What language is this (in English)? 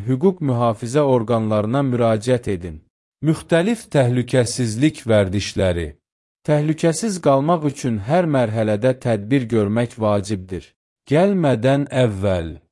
Azerbaijani